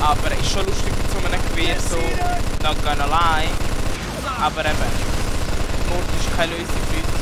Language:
Swiss German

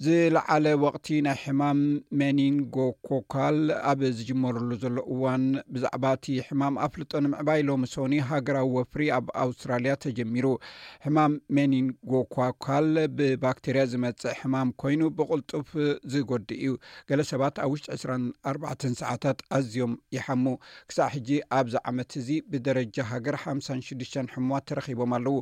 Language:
Tigrinya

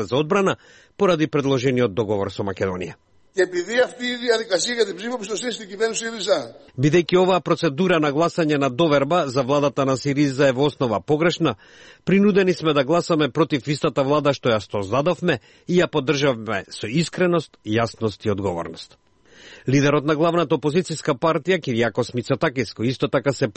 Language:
Macedonian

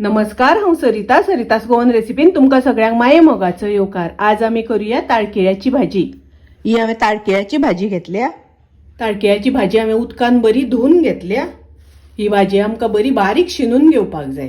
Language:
Konkani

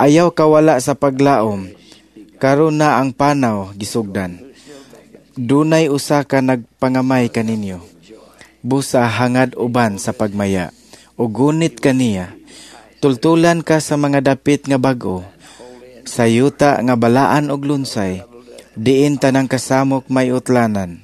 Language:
Cebuano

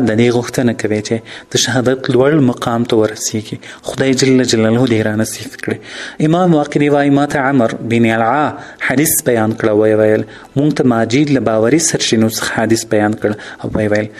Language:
Pashto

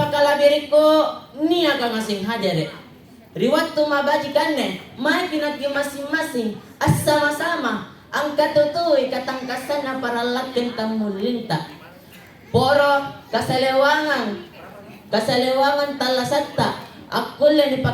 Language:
Makasar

